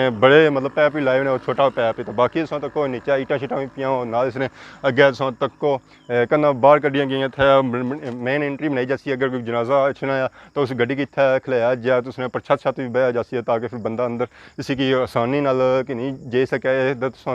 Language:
Pahari-Potwari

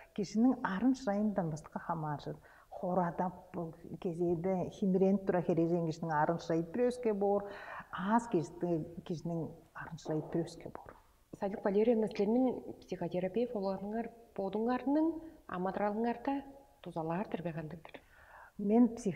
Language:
Tuvinian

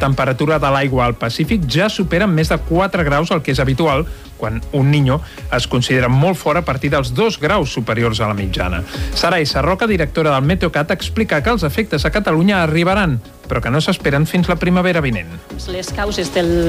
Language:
Catalan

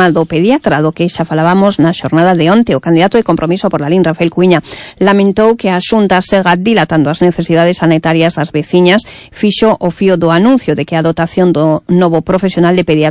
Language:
Galician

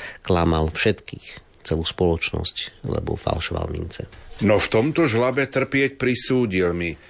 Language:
Slovak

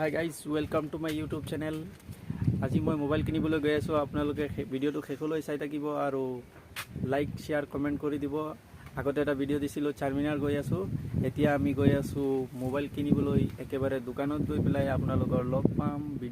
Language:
Assamese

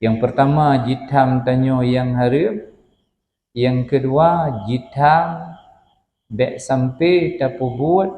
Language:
Achinese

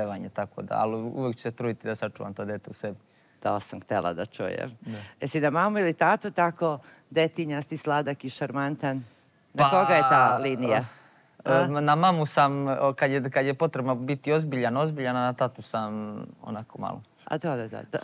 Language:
Serbian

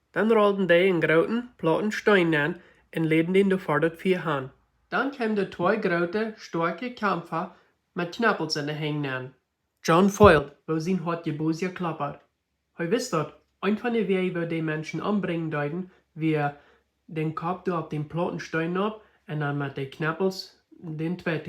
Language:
Plautdietsch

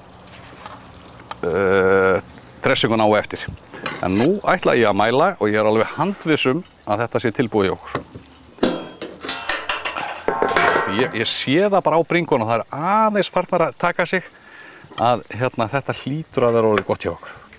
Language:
Icelandic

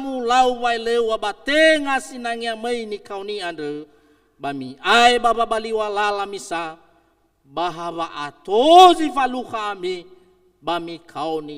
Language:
Nias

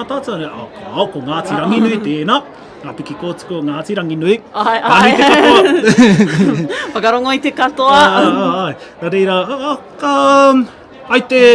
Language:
Māori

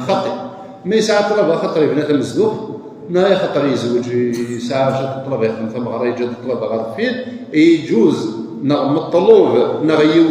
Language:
Kabyle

